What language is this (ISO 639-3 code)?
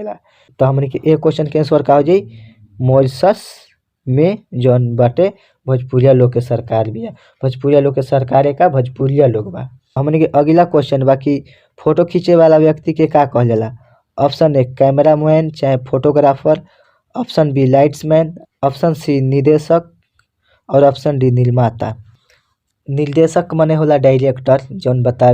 bho